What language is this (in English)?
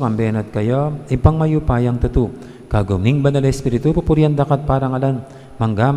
Pampanga